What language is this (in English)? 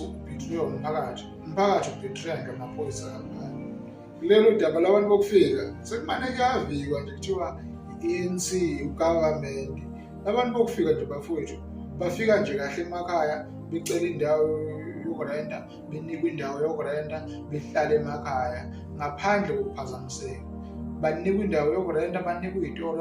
Zulu